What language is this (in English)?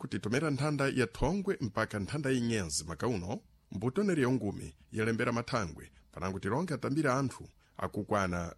Sena